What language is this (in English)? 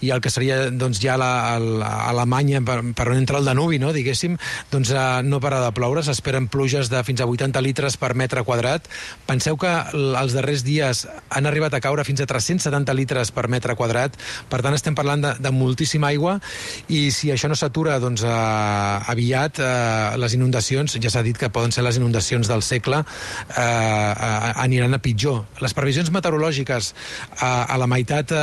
Catalan